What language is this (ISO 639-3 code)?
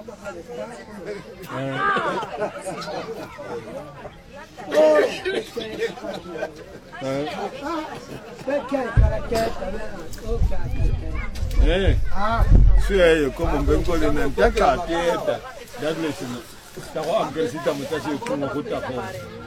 swa